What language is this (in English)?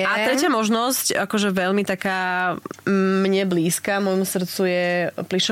Slovak